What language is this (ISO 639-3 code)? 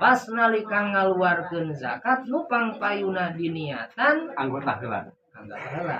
sun